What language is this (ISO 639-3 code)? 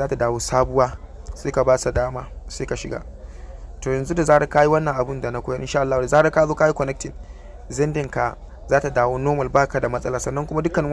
hau